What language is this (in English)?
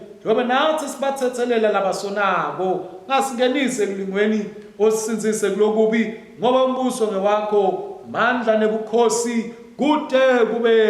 Swati